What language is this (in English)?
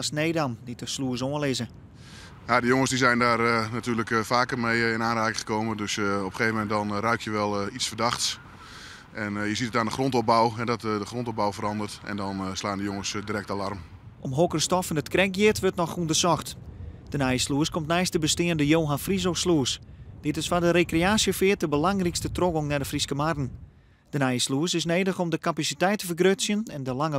Western Frisian